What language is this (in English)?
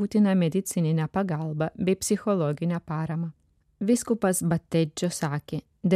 Lithuanian